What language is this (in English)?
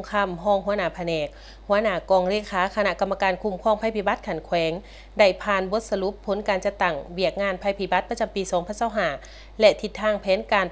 Lao